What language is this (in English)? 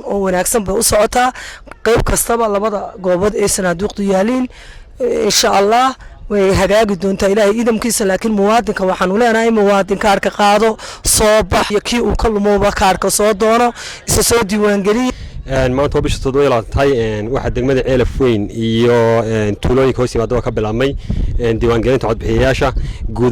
Somali